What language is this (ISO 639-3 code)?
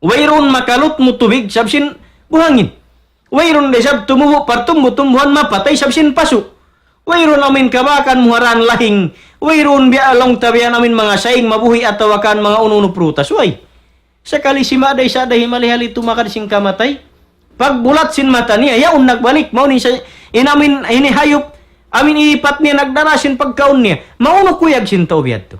tsg